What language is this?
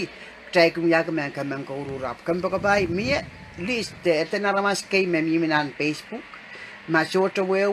Pohnpeian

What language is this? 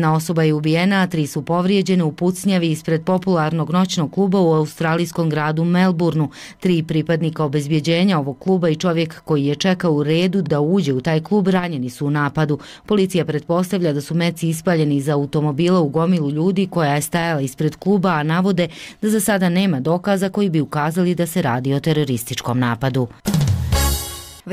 Bosnian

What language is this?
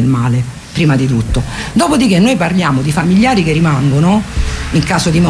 Italian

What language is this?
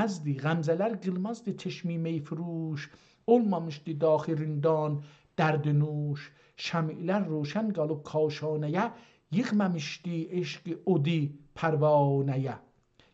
South Azerbaijani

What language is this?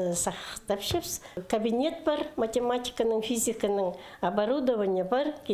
Khakas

